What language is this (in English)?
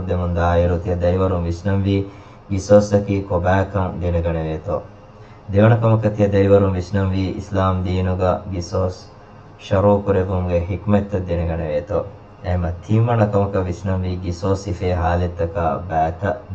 Divehi